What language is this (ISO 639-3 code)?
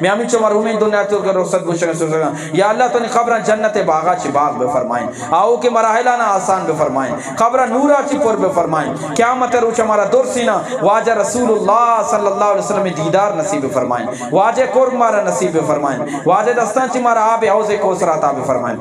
bgp